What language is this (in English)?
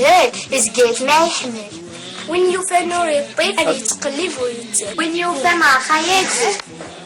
Kabyle